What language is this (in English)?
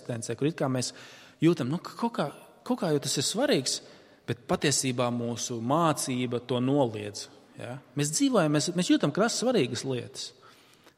Latvian